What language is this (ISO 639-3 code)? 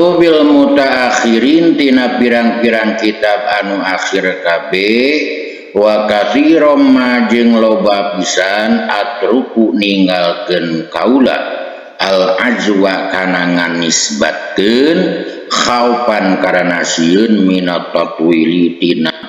sun